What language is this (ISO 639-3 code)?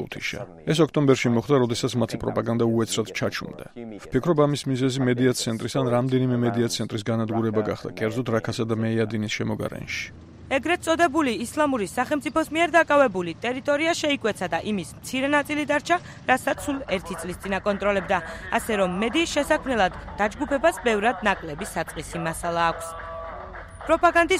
kat